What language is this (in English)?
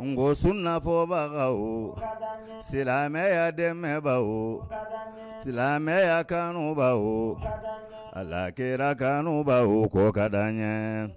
Bambara